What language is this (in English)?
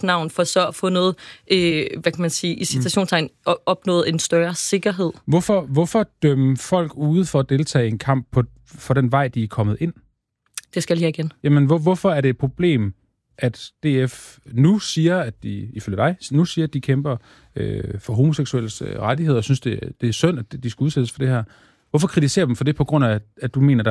Danish